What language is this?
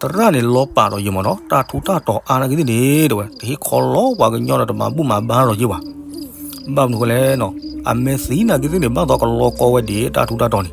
S'gaw Karen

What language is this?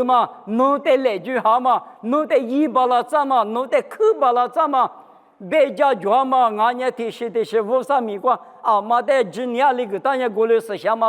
Lisu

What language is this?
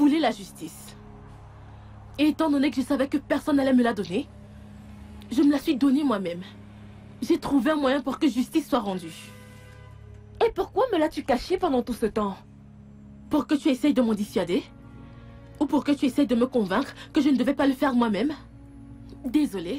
French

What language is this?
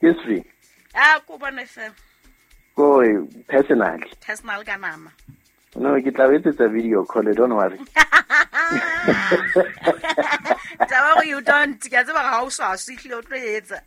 Southern Sotho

